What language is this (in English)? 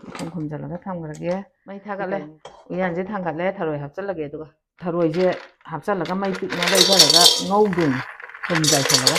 Manipuri